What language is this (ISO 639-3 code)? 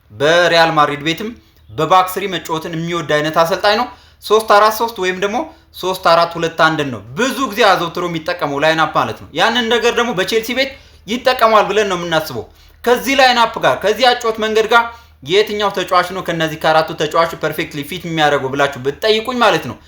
amh